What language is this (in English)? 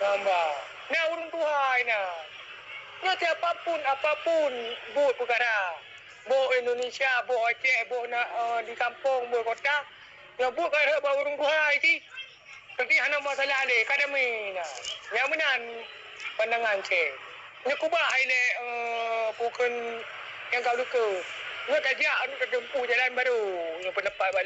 Achinese